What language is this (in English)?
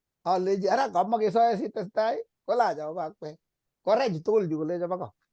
Kalenjin